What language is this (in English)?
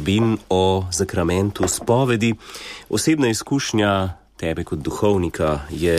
Slovenian